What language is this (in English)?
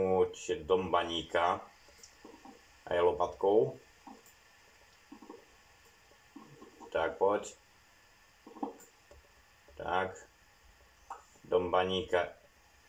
Slovak